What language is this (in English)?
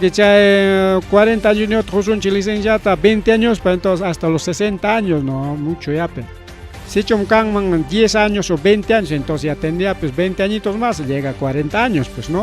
Ayacucho Quechua